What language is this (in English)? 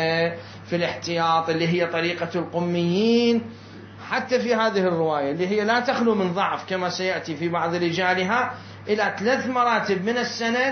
Mesopotamian Arabic